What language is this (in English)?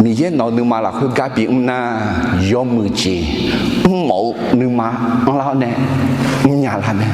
Akha